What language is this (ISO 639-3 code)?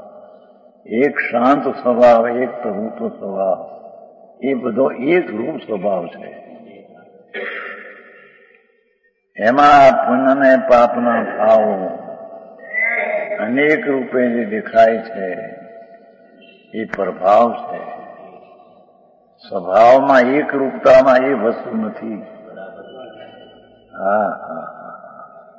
guj